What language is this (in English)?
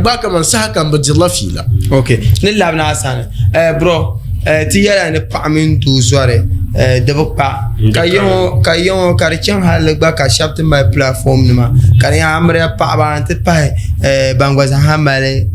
Dagbani